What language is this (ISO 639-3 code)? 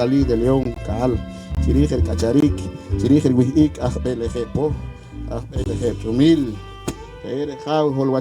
poh